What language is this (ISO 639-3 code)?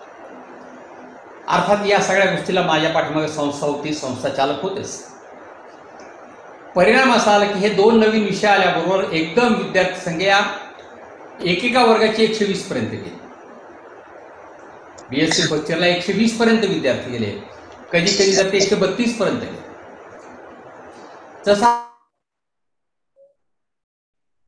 mar